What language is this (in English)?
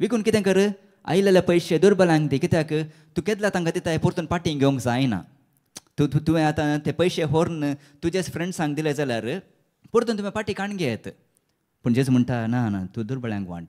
Konkani